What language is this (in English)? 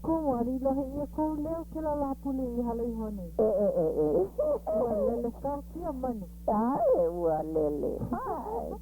Hawaiian